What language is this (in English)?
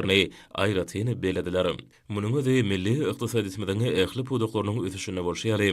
Turkmen